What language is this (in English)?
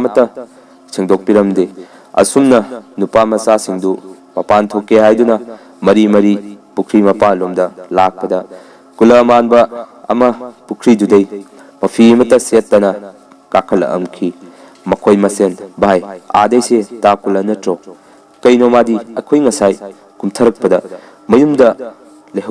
Manipuri